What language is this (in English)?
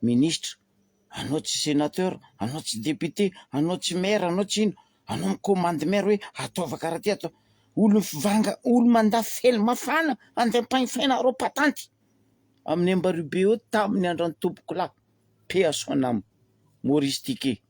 Malagasy